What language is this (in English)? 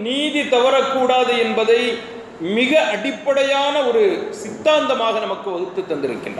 Tamil